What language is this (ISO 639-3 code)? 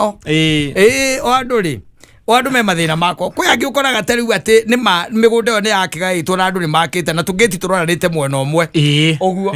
kik